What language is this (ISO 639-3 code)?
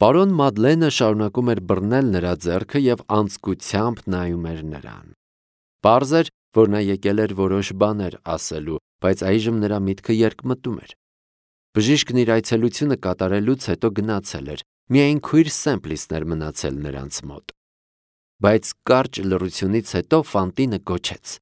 hye